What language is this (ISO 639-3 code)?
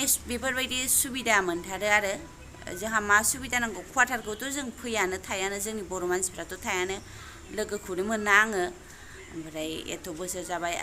brx